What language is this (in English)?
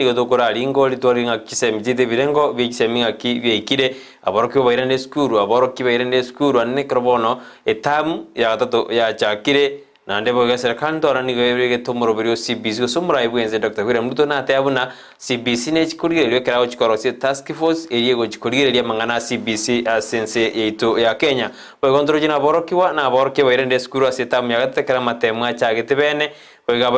Gusii